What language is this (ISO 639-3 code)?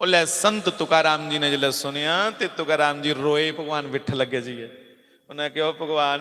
doi